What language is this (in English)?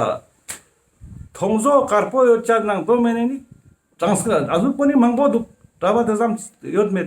Ladakhi